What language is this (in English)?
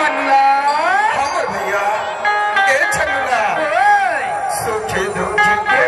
Chhattisgarhi